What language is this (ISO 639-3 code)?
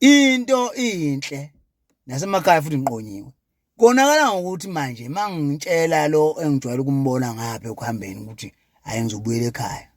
zul